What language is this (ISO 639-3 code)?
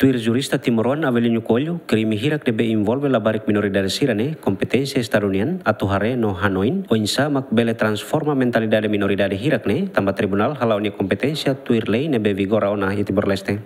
tet